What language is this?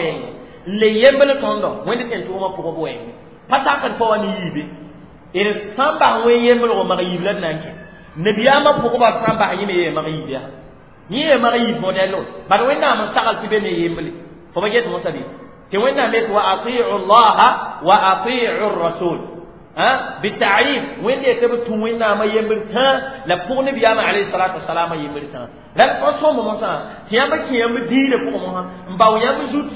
Mossi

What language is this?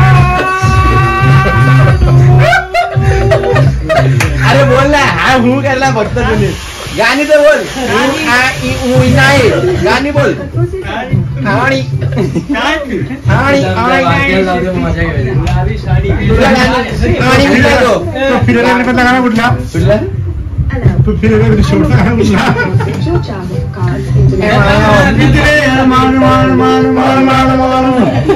Marathi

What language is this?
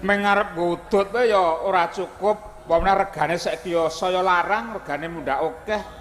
Javanese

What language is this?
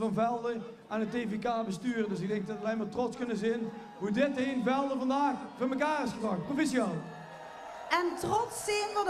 Limburgish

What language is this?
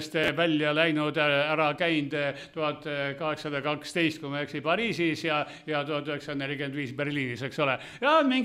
Estonian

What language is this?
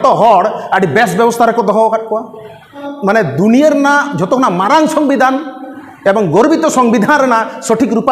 Santali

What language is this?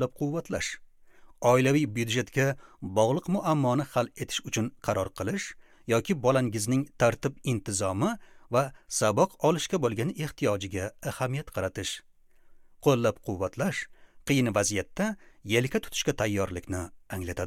Uzbek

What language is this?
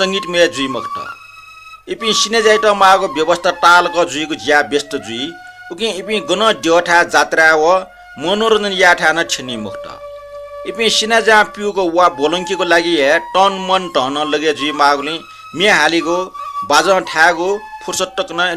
Newari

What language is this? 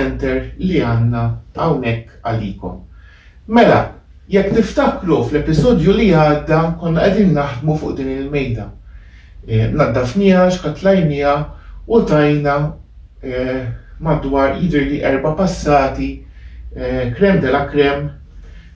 Maltese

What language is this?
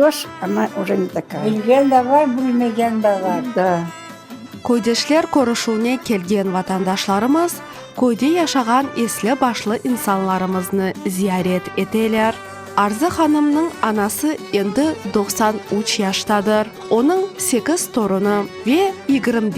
Crimean Tatar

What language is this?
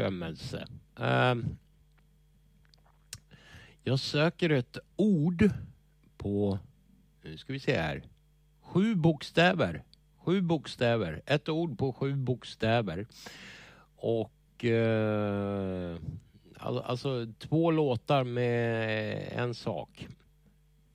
Swedish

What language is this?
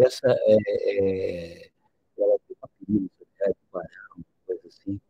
Portuguese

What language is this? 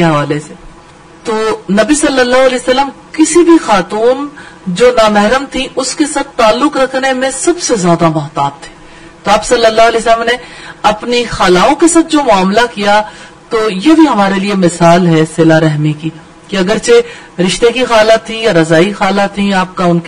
Urdu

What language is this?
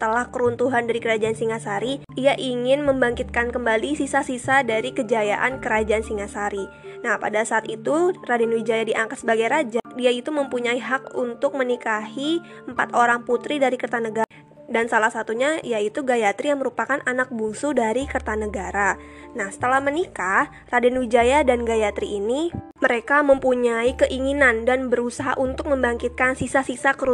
Indonesian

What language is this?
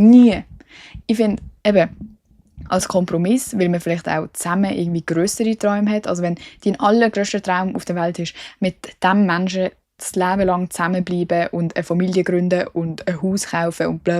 Swiss German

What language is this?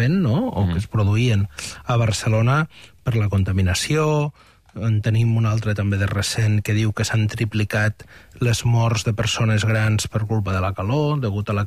Catalan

